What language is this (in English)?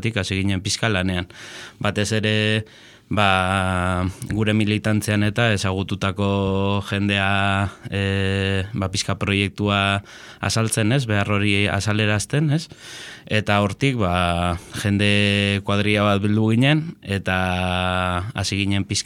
Basque